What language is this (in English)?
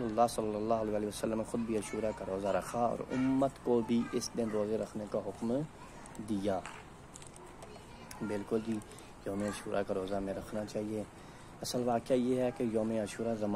Urdu